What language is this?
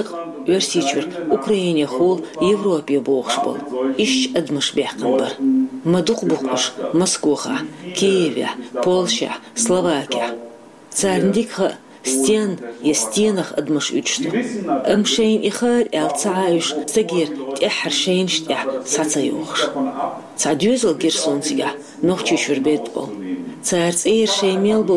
Chechen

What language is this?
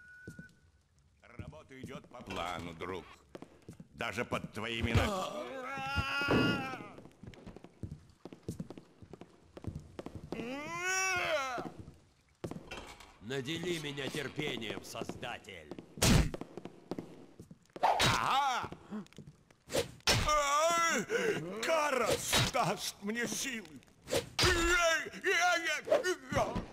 Russian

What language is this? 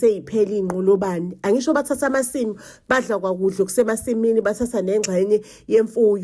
Zulu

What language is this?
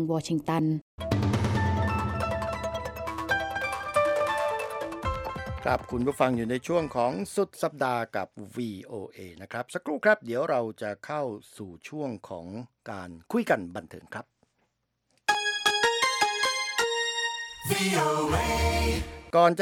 Thai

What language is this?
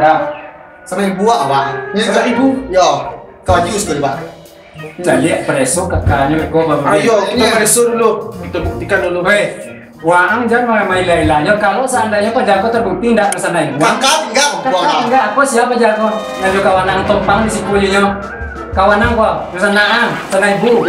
Minangkabau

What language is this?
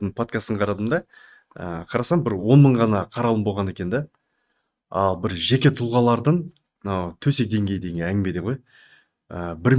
Kazakh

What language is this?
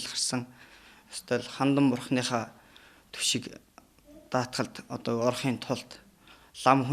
Mongolian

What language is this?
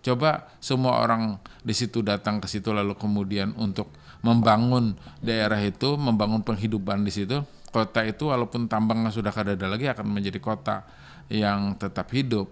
Banjar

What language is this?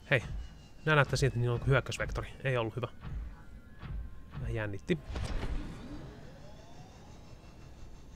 Finnish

